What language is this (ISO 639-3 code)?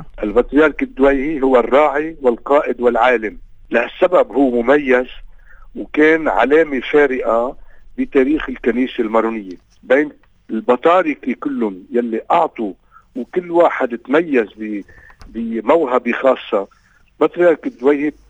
apc